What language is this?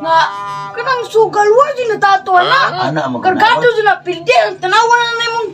Cebuano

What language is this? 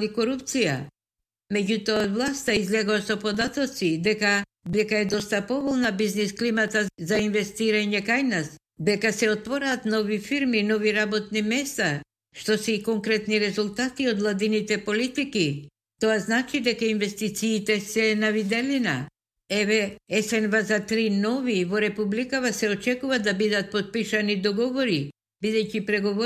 Macedonian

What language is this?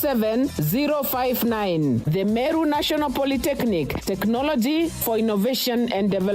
Meru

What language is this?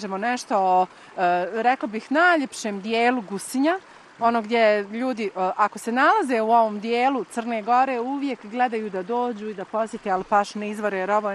Bosnian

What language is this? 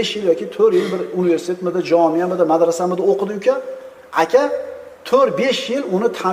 Uzbek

